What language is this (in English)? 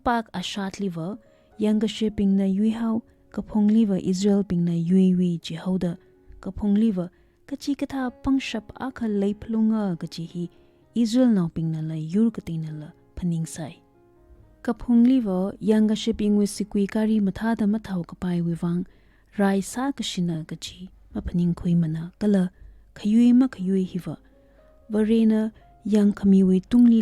Tangkhul Naga (India)